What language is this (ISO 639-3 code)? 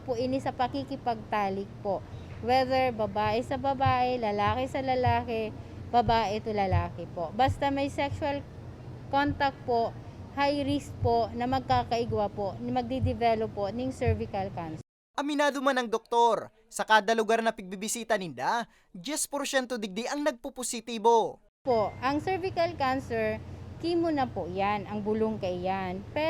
bik